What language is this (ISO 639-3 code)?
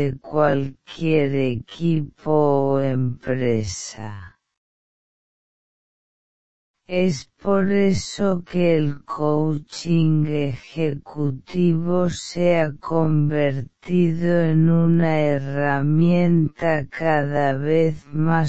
spa